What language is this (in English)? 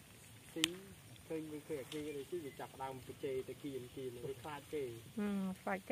Khmer